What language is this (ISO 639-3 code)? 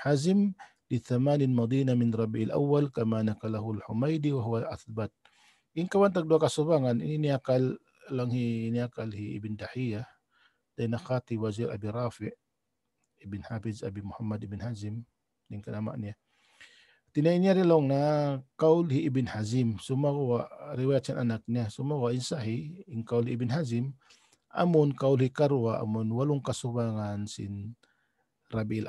tsg